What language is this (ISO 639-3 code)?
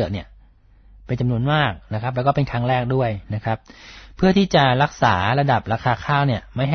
tha